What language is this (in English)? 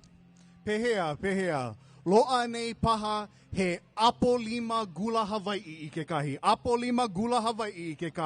Hawaiian